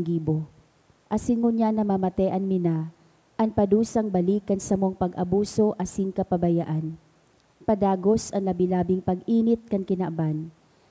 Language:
Bikol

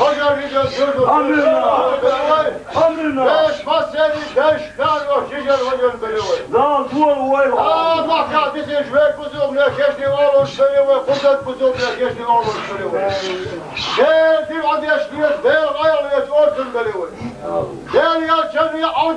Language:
Chechen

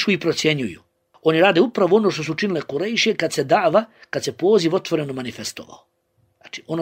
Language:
Bosnian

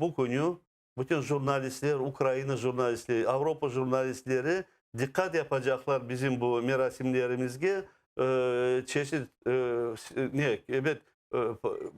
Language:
Crimean Tatar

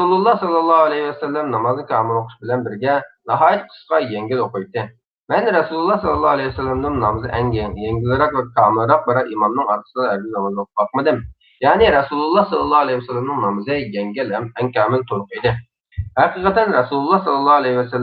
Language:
Uyghur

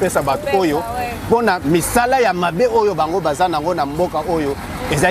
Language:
Lingala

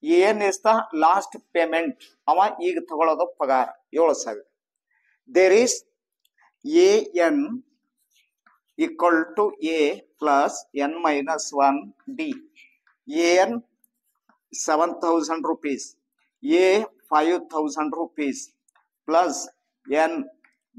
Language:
Kannada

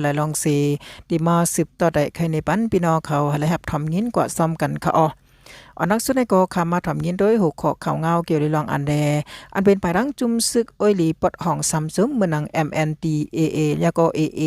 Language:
Shan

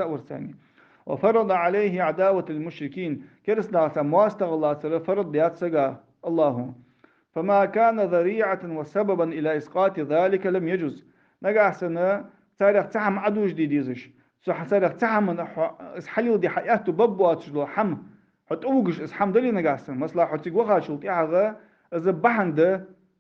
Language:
Ingush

